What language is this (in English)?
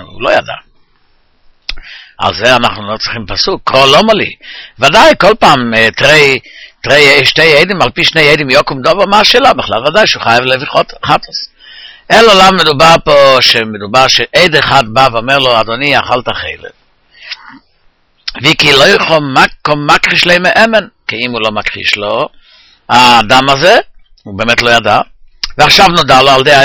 Hebrew